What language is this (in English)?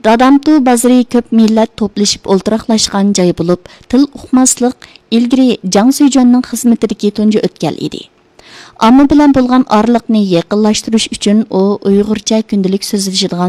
Uyghur